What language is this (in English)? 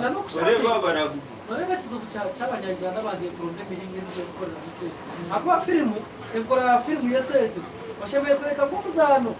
Nyankole